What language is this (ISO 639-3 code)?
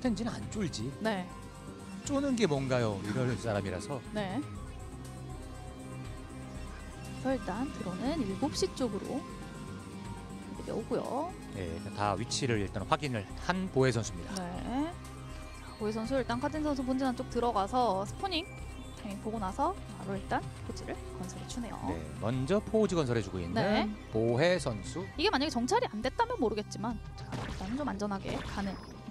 kor